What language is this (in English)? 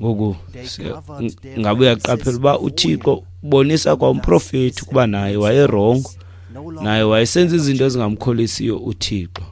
Xhosa